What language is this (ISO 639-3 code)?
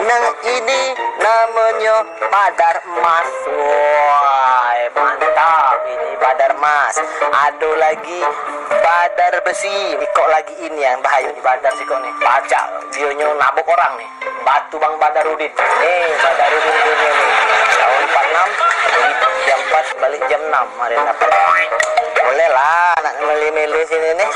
mui